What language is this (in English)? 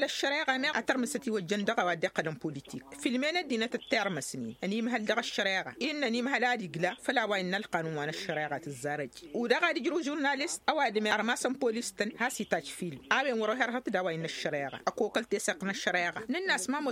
Tamasheq